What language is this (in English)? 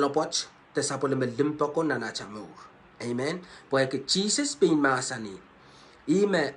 Pohnpeian